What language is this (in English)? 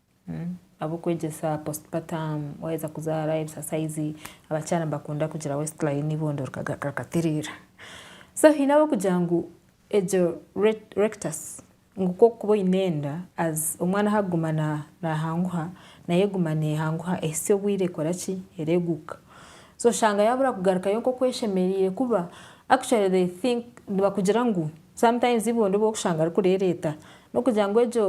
Nyankole